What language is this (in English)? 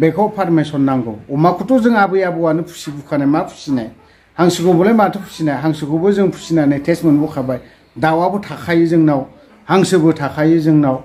Bodo